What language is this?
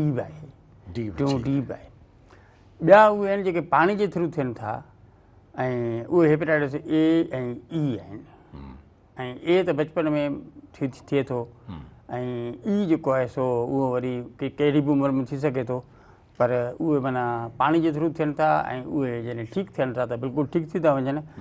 Sindhi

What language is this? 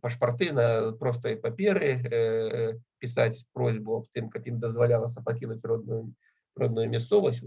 Belarusian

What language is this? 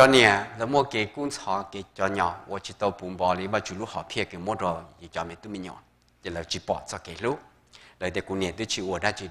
Hmong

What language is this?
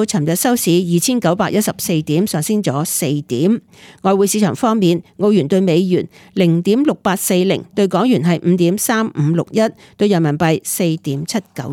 Cantonese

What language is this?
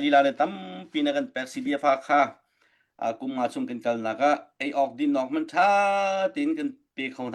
Hakha Chin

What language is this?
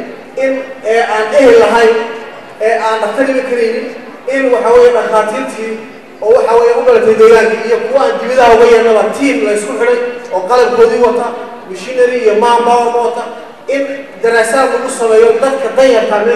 Somali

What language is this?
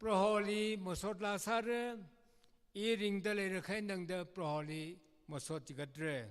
Tangkhul Naga (India)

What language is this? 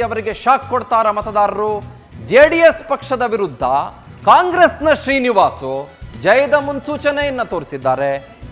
Kannada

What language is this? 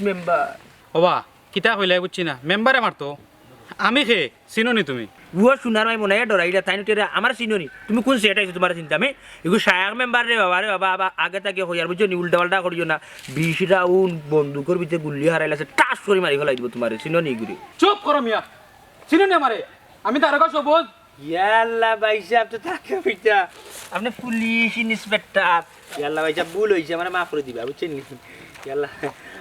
Sylheti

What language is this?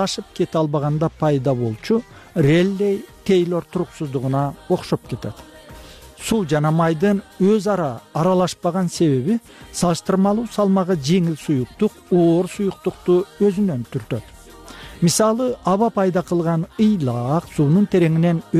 Kyrgyz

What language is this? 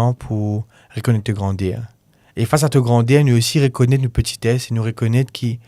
Morisyen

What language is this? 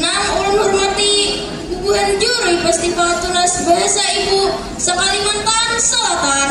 Banjar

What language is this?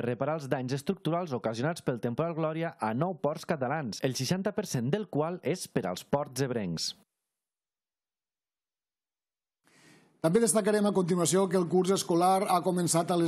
Catalan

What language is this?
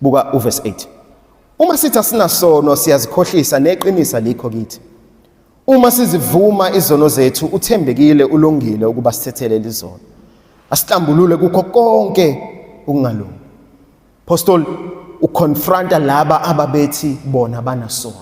Zulu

